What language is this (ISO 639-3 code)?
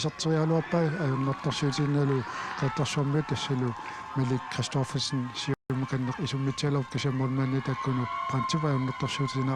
kal